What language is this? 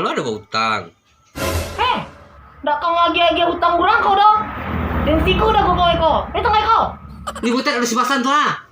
Minangkabau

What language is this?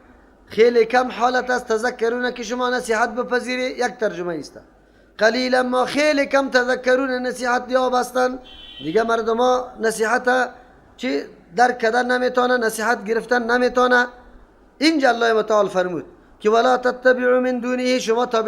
Persian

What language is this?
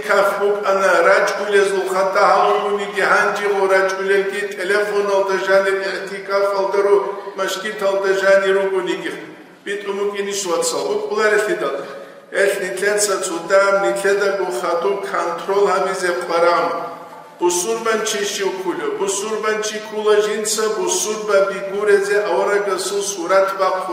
Avaric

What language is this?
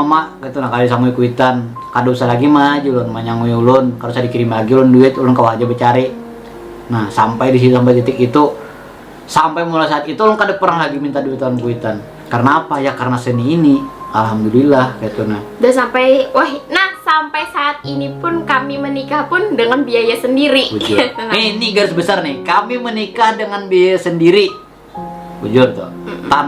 Banjar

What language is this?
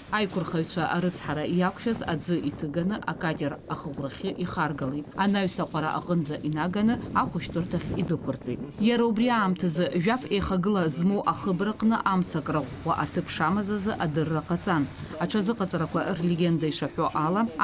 Abkhazian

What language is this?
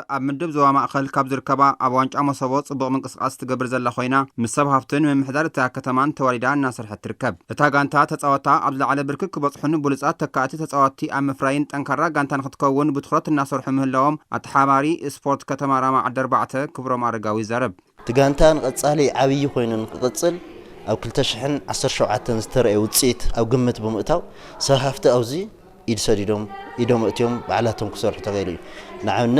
Tigrinya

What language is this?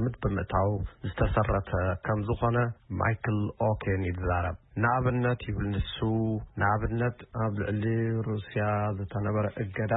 Tigrinya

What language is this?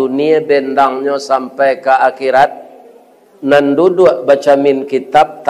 Minangkabau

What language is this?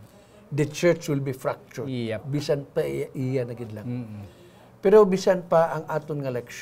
Hiligaynon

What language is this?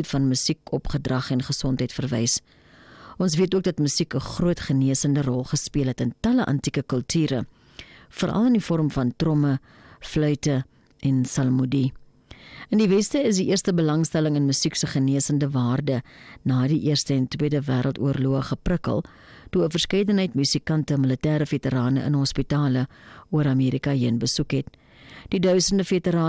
Afrikaans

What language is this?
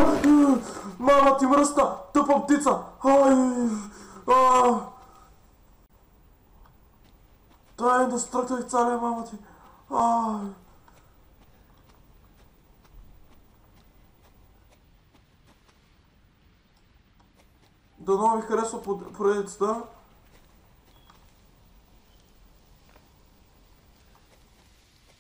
Bulgarian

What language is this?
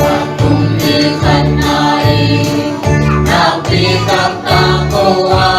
Tedim Chin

